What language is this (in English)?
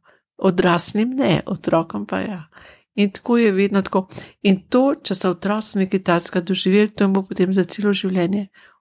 Slovenian